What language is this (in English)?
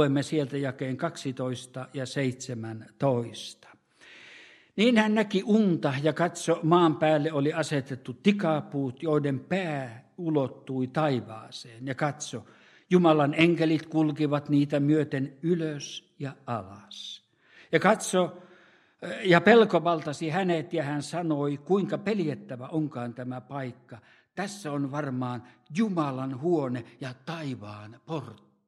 Finnish